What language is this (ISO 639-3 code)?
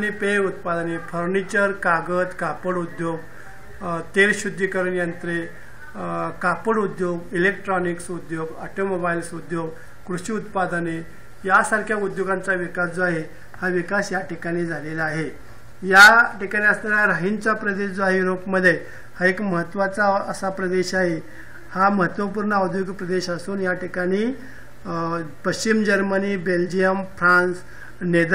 mar